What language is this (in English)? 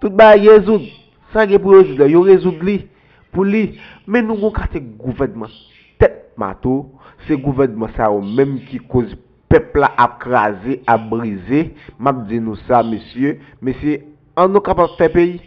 Haitian Creole